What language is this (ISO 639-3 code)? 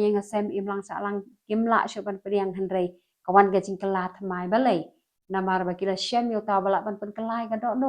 kha